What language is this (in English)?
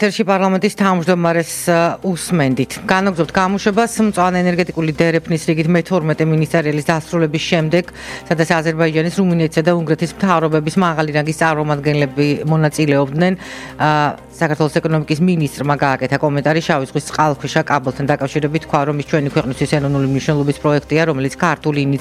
Georgian